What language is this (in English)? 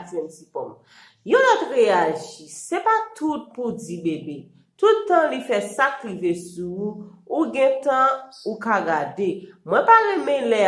Haitian Creole